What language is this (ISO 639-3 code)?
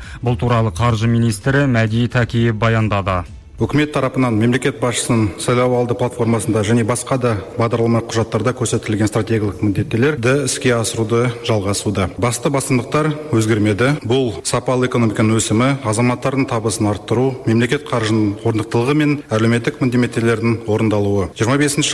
kaz